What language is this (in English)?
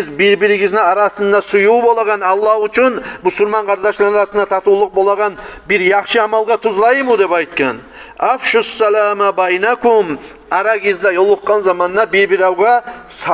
Kumyk